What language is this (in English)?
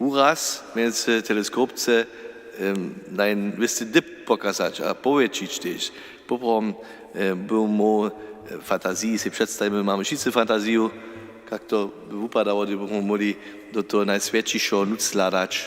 Upper Sorbian